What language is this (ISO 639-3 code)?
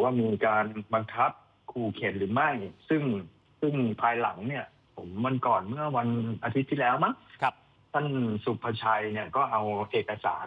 tha